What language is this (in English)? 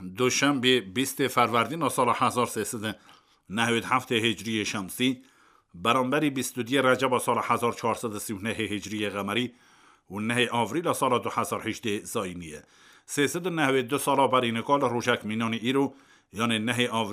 Kurdish